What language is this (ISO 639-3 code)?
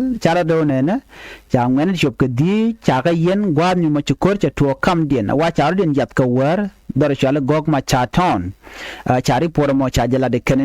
nus